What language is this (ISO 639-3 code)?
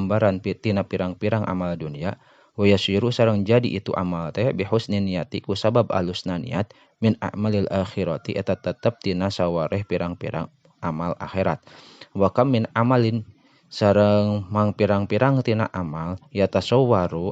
sun